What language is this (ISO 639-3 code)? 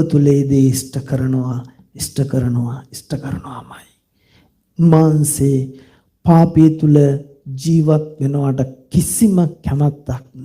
sin